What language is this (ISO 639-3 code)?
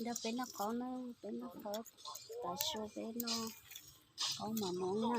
hmn